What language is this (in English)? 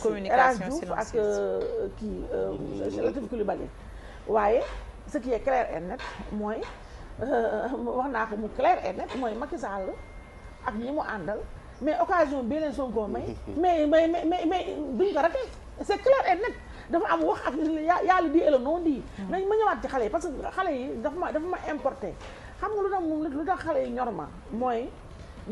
Wolof